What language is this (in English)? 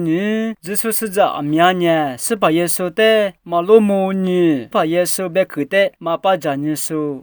Lisu